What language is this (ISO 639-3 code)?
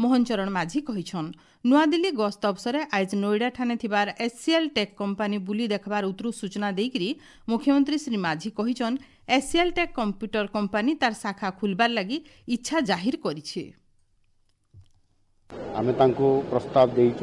ori